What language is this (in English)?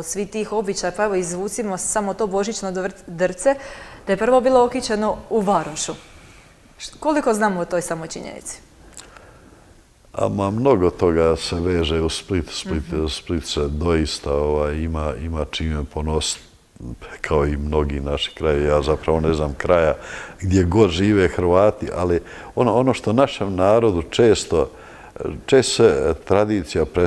Croatian